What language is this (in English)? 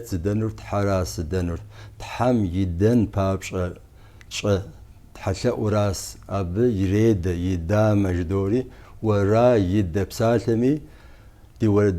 Kabardian